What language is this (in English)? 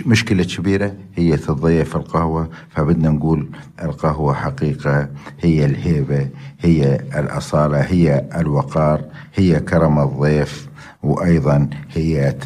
North Levantine Arabic